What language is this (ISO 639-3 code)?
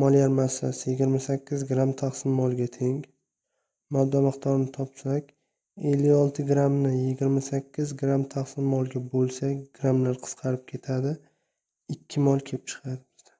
uzb